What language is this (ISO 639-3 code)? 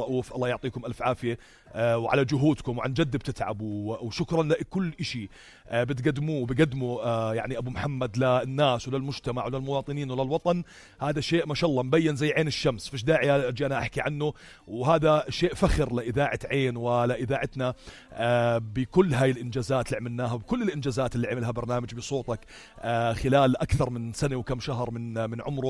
apc